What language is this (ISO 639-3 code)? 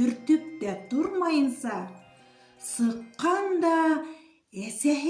bak